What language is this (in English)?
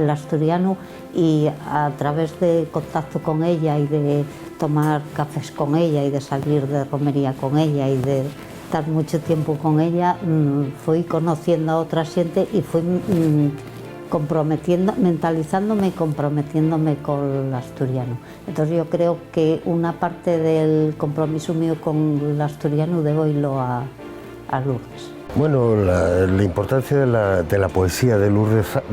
Asturian